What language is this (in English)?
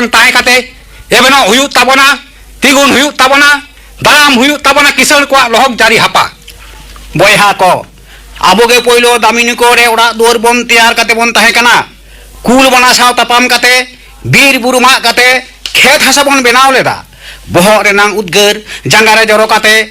Santali